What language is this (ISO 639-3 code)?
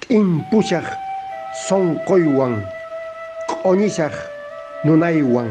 que